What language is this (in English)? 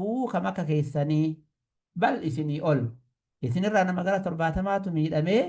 Oromo